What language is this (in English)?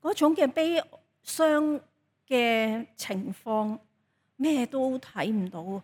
Cantonese